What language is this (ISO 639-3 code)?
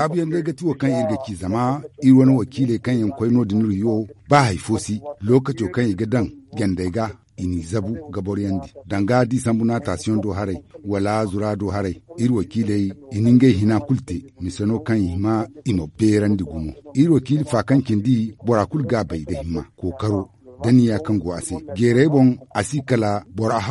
dje